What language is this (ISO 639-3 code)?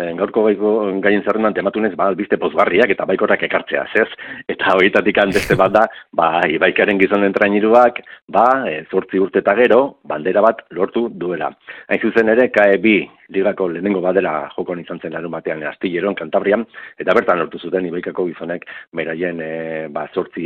eus